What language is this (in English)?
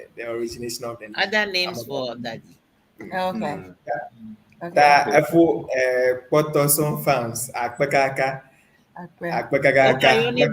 Ewe